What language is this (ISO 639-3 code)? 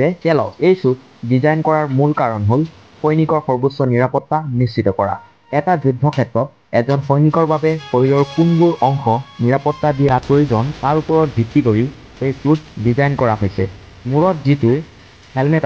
asm